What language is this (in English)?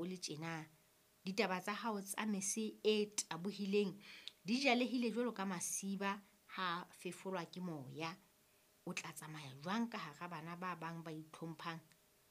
Southern Sotho